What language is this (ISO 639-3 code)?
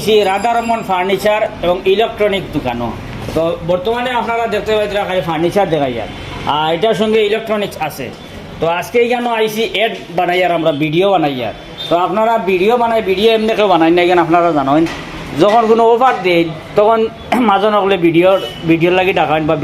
syl